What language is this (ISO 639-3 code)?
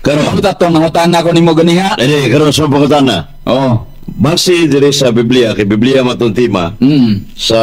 ceb